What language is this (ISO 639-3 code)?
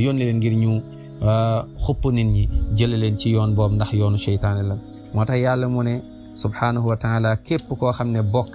wol